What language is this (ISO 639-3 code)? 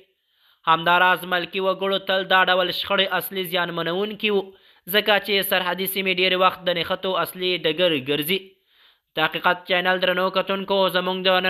pus